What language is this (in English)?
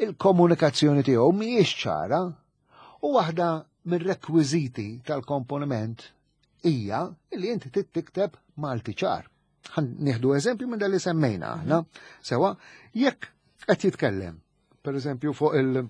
Maltese